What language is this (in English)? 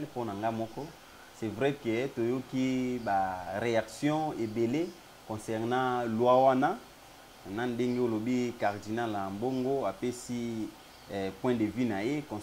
Lingala